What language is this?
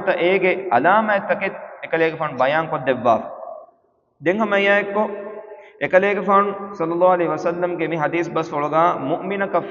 Divehi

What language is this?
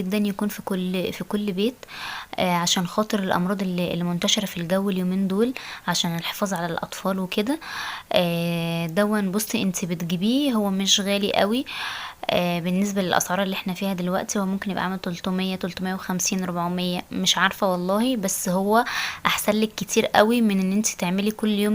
Egyptian Arabic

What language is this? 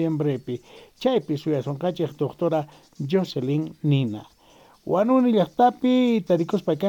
Quechua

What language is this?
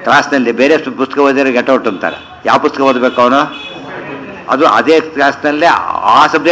Kannada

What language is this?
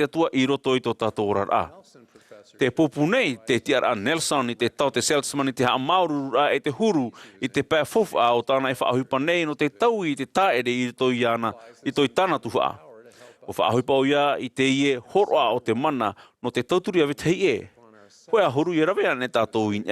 Tahitian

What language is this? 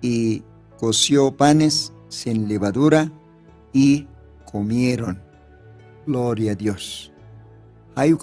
Aymara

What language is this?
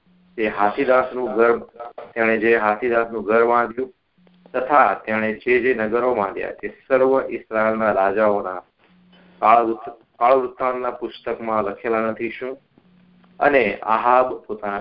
Gujarati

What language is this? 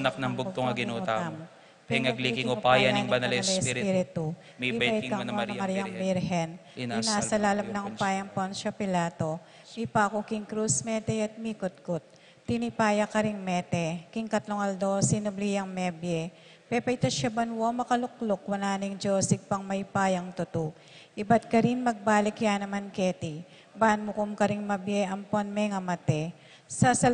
Pampanga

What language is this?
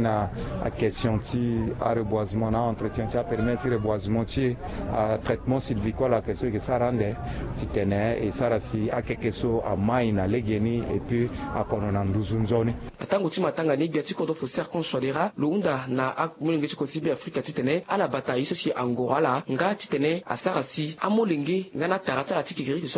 Sango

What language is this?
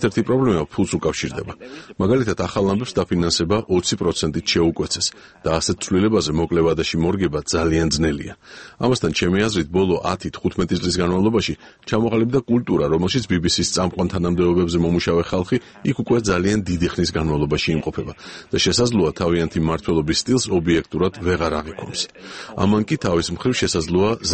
Georgian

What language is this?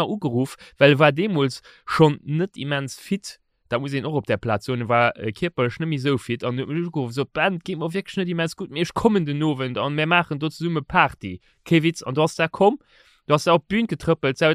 Luxembourgish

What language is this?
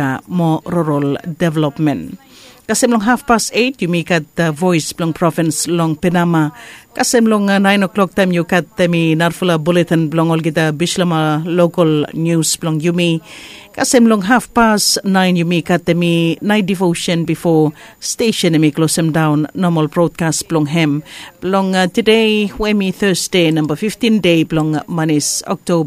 Bislama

